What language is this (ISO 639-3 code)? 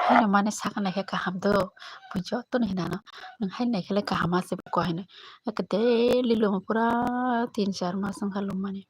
trp